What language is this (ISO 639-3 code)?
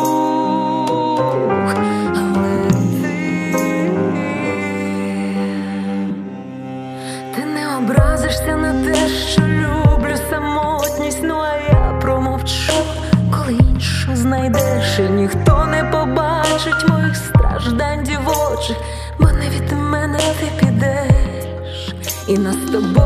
ukr